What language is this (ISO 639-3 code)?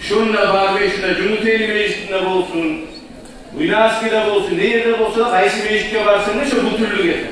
kum